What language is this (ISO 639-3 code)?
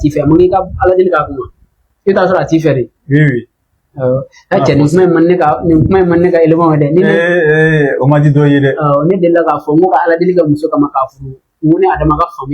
bam